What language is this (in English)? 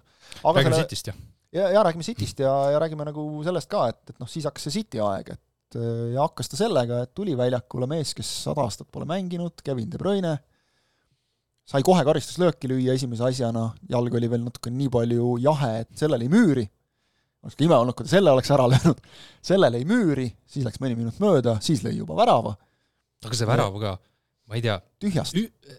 Estonian